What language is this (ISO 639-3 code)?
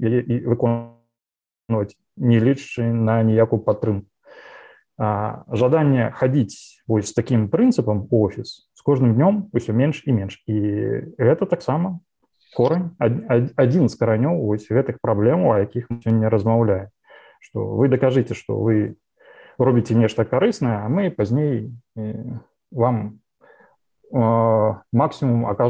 bel